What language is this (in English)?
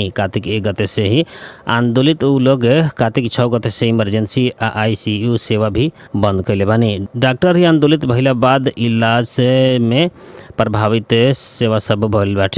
Bhojpuri